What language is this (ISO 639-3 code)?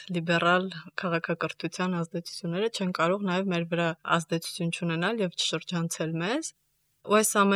hye